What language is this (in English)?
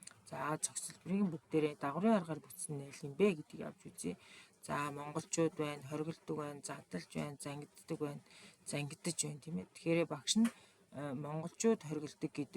Mongolian